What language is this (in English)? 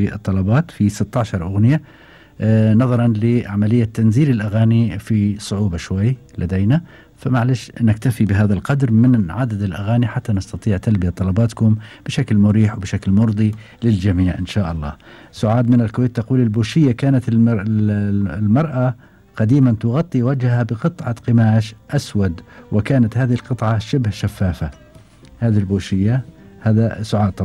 Gulf Arabic